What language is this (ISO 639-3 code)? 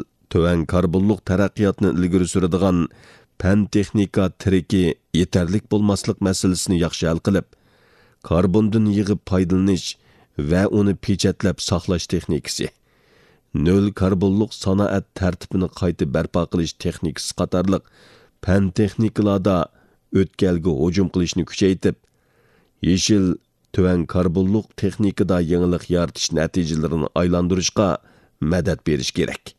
uig